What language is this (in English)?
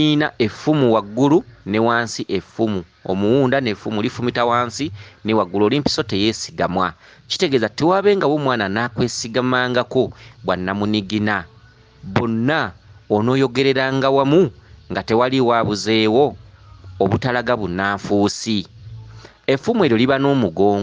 Ganda